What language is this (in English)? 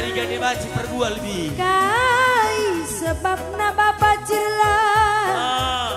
Batak Karo